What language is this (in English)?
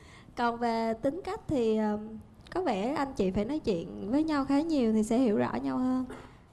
Vietnamese